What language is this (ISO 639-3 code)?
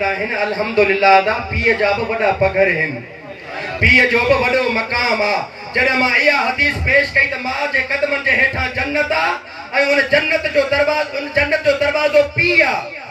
snd